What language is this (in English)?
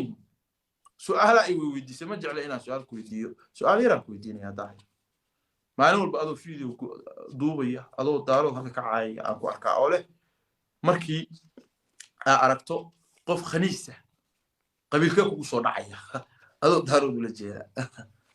Somali